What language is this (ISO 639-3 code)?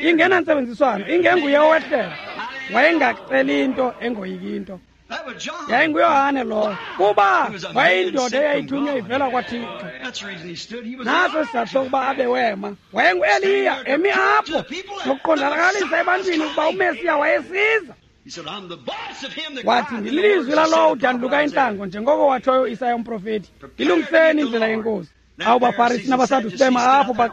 xho